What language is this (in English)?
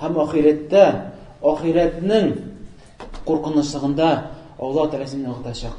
Tatar